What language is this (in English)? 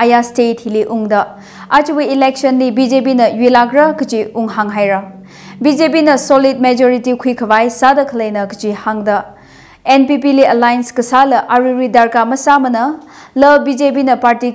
Tangkhul Naga (India)